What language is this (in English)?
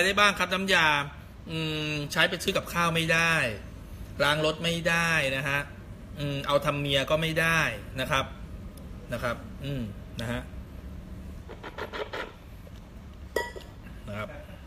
Thai